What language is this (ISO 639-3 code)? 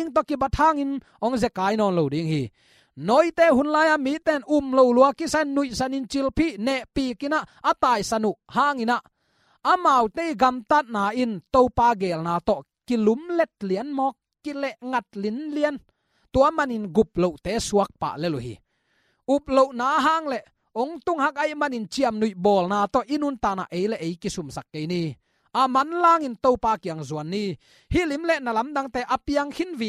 ctd